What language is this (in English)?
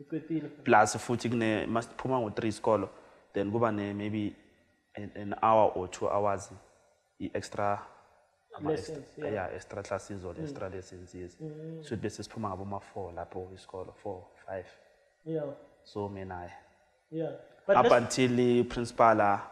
Shona